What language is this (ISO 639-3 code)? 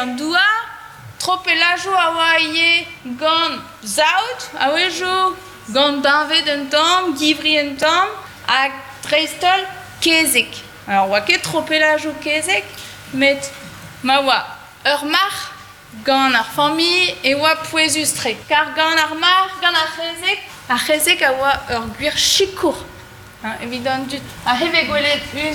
bre